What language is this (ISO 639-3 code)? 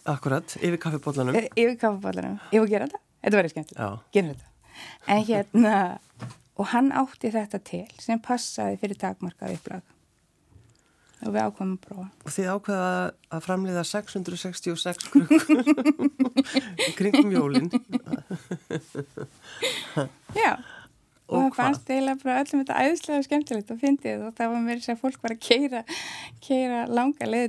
isl